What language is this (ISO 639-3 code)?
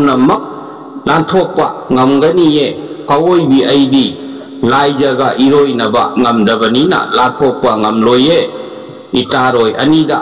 mni